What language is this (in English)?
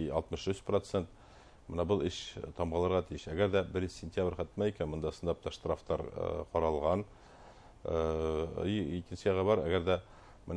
Bashkir